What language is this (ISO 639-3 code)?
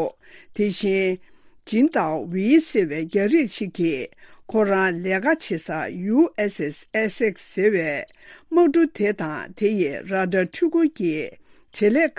bod